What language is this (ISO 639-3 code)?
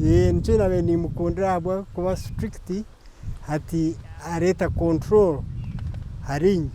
nyn